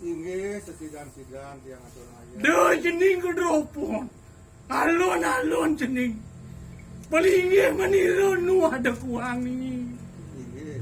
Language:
Balinese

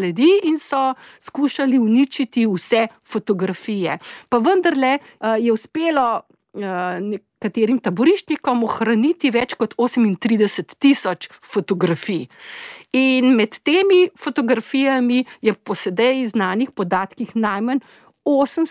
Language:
Slovenian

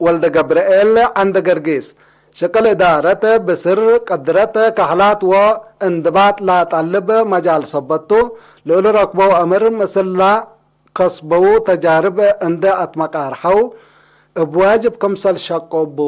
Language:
Tigre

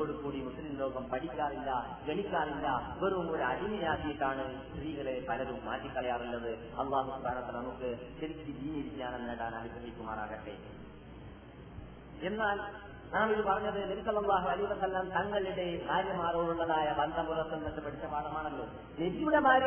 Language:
Malayalam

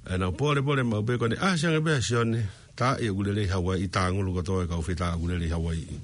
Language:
Tongan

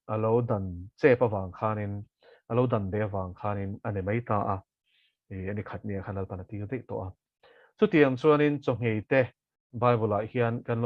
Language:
Mizo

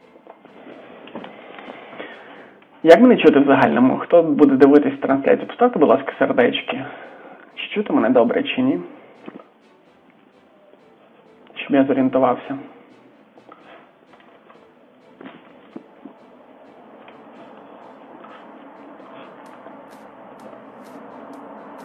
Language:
Ukrainian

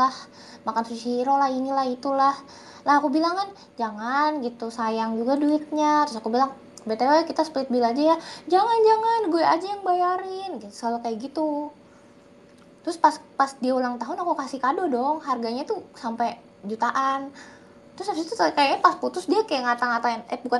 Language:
Indonesian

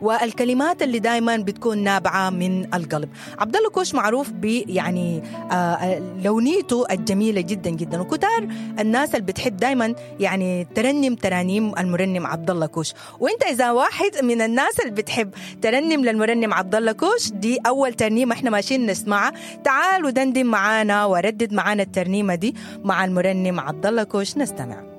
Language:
Sudanese Arabic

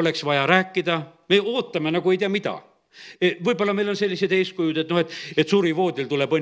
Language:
Estonian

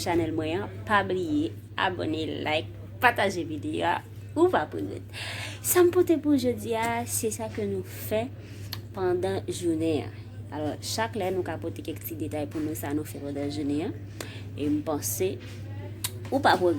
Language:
Haitian Creole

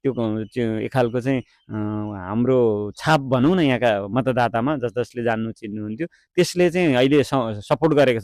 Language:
Nepali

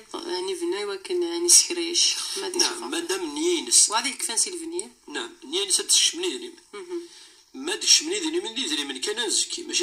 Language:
Kabyle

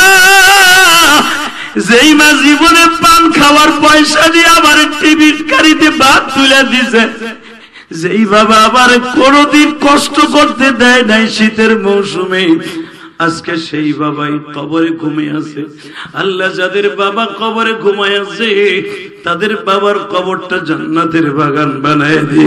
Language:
Bangla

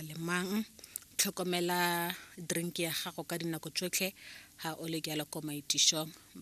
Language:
Tswana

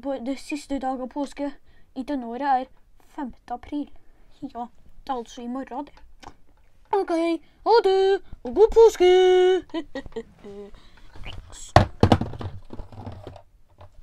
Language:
Norwegian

